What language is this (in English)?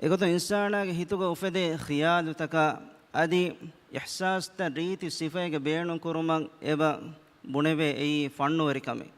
Divehi